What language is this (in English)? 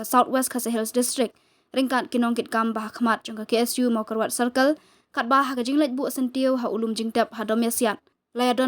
Khasi